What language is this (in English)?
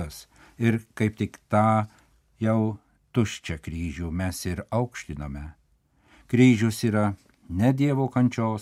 Lithuanian